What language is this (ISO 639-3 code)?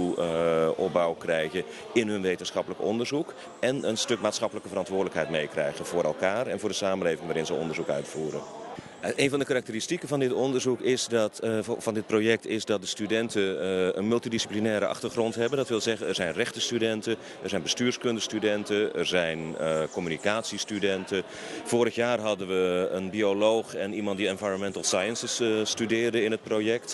pap